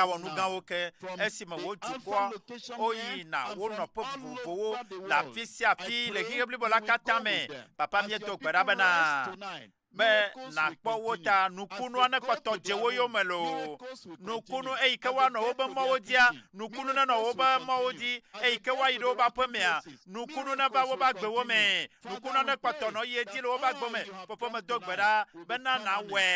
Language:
Ewe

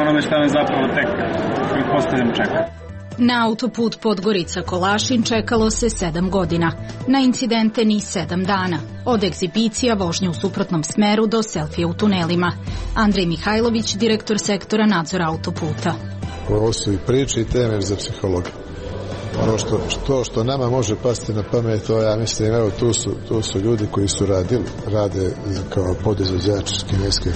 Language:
Serbian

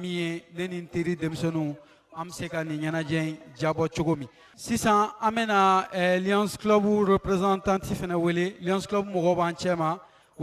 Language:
Bambara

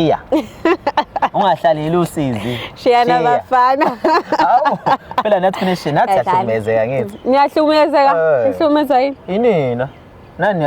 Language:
Zulu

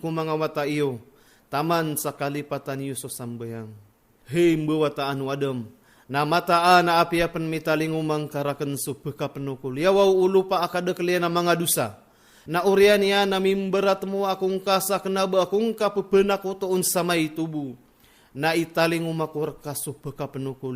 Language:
Maranao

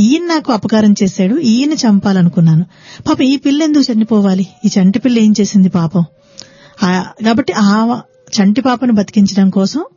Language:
Telugu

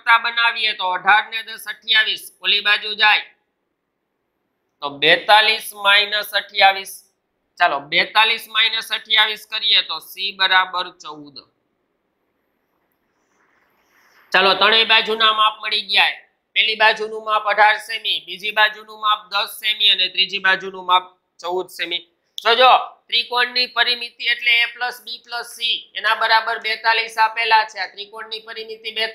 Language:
Gujarati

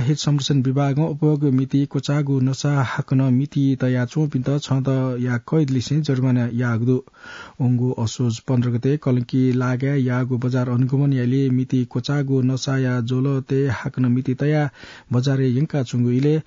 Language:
Newari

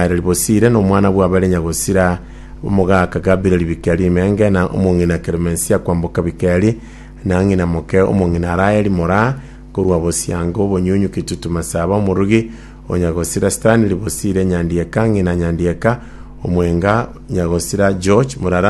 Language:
Gusii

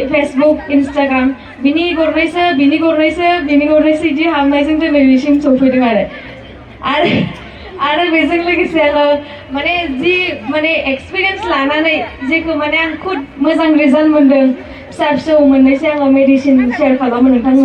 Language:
Bodo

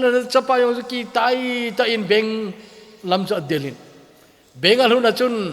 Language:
Thado Chin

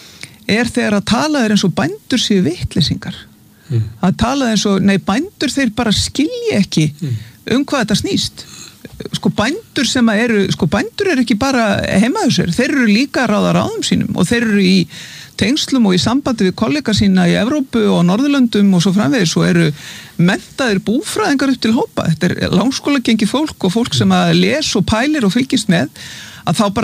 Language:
Icelandic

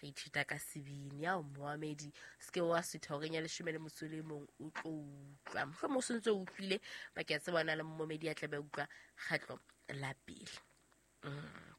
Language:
Southern Sotho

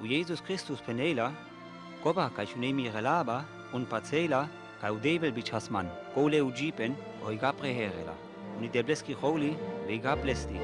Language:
Sinte Romani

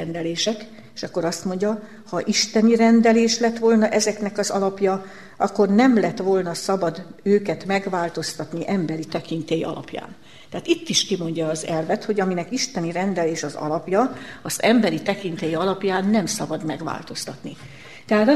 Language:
Hungarian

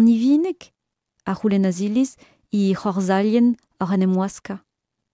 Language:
Breton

